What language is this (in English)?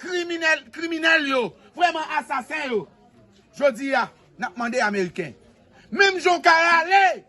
Haitian Creole